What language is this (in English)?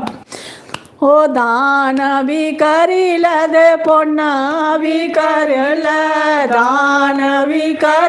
Dogri